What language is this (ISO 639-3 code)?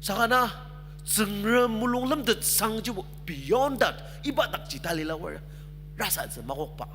njo